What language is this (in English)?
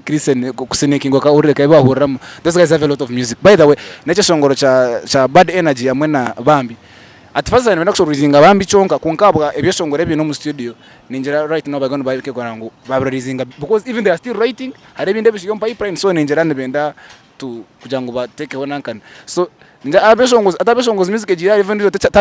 Nyankole